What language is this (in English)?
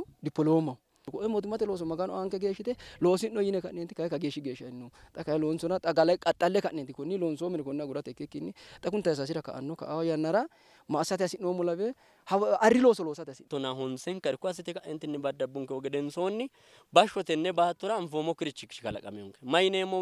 Sidamo